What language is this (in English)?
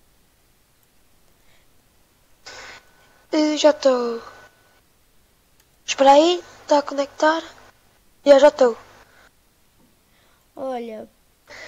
Portuguese